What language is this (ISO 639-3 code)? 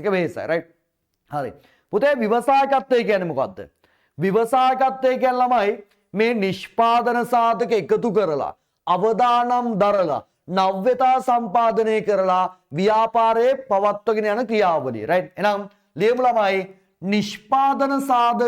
sin